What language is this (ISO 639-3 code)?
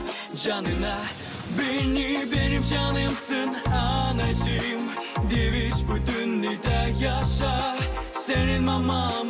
gag